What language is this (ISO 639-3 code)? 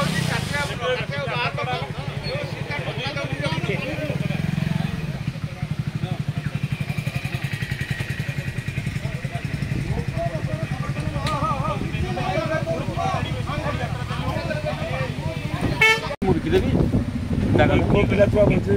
ori